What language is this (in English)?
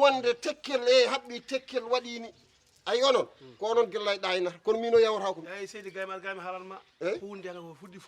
Fula